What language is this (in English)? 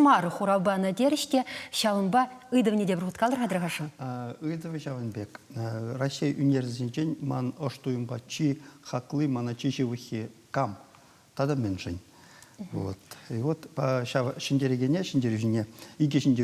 Chuvash